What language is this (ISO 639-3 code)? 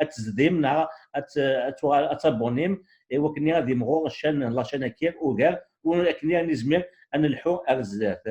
kab